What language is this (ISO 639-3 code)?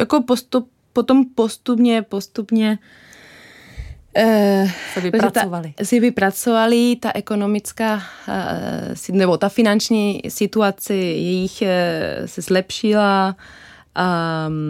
ces